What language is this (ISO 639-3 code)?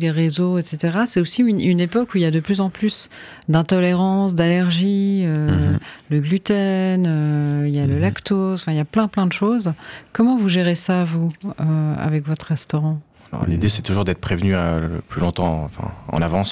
fra